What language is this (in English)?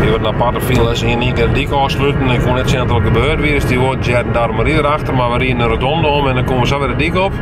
Western Frisian